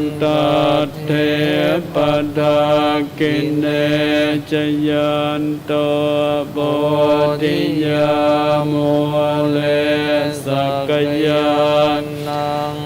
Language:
Pali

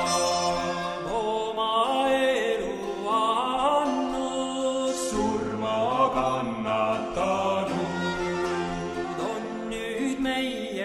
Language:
Estonian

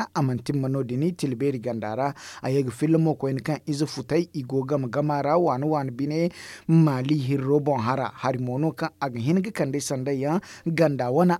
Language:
Zarma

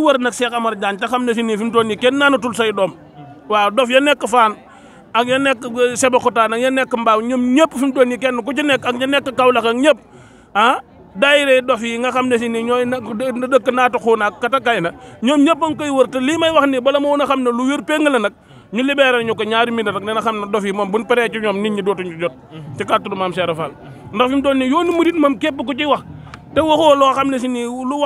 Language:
Wolof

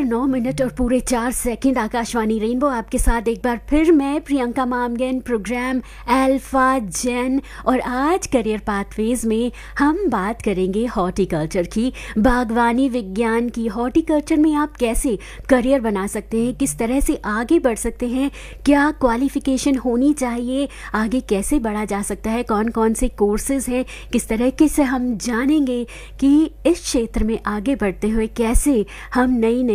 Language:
Hindi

